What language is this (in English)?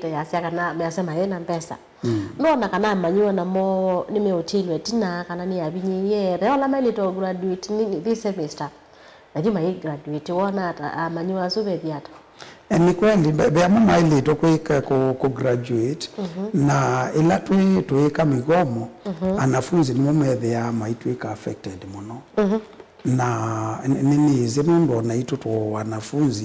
Kamba